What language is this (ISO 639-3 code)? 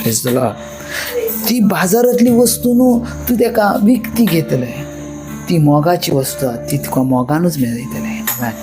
kok